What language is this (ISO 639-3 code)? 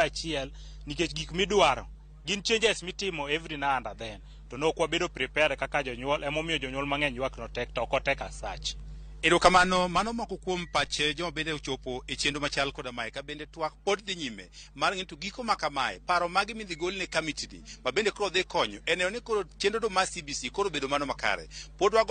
luo